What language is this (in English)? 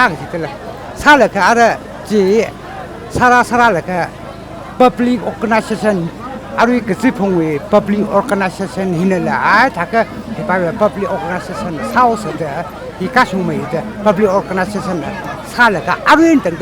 Tangkhul Naga (India)